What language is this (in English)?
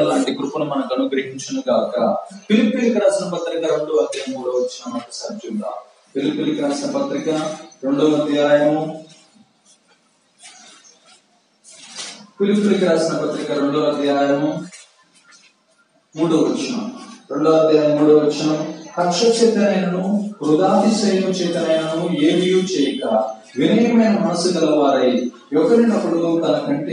Telugu